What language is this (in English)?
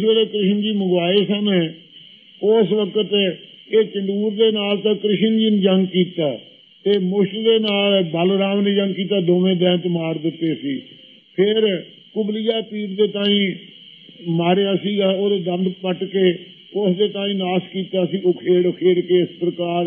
Punjabi